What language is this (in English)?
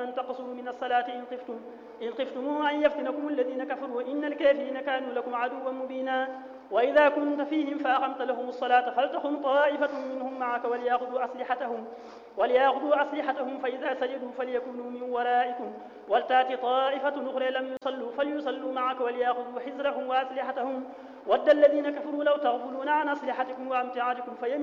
Arabic